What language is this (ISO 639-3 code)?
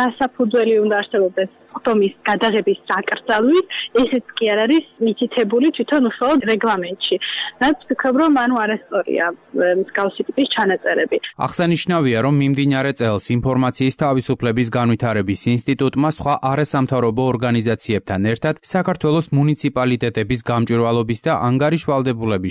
kat